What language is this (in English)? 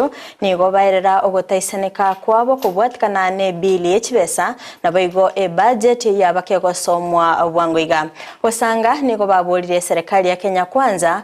Gusii